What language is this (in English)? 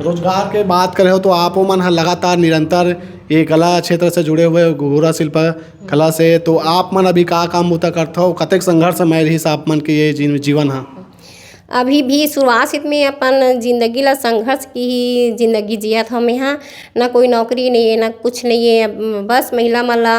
Chhattisgarhi